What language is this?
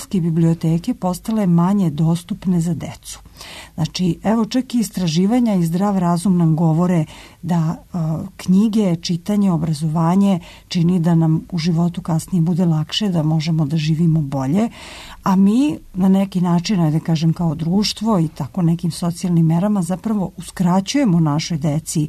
Serbian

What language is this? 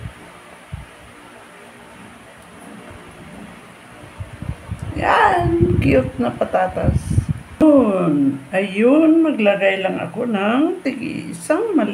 Filipino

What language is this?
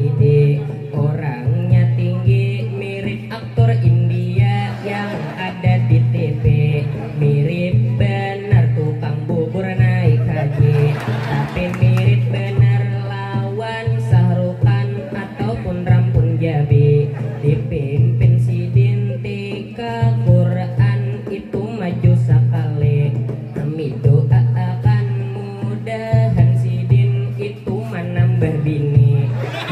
Banjar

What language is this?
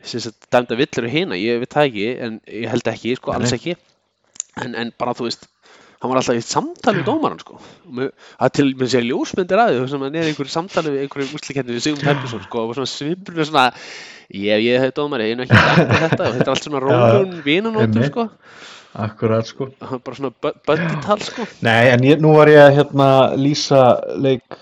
Icelandic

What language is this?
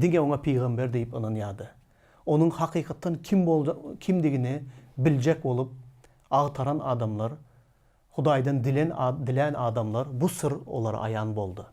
Turkmen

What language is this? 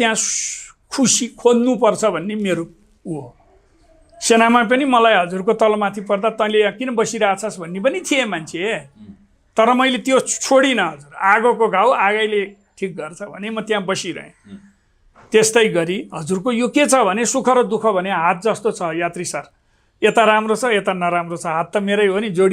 Nepali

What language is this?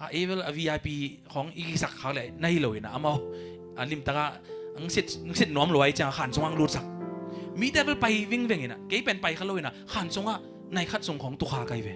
Tedim Chin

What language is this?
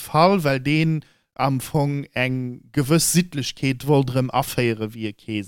Luxembourgish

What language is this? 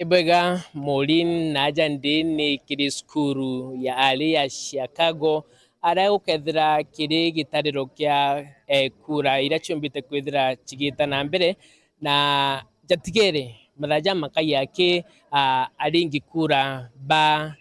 Meru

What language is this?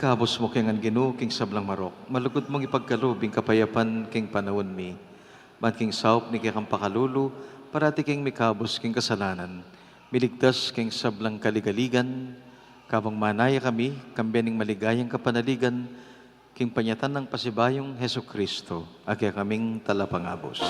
Pampanga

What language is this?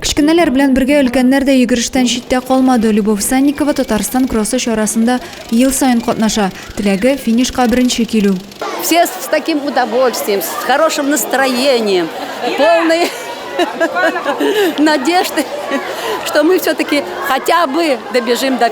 Tatar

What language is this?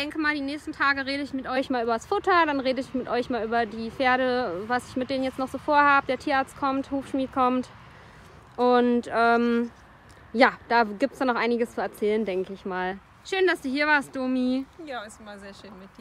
German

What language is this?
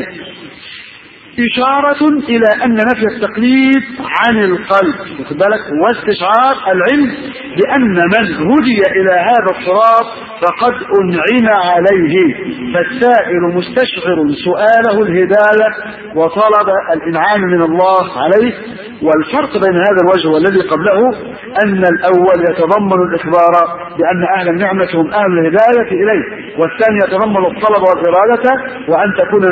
Arabic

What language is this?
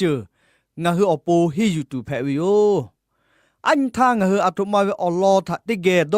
Lahu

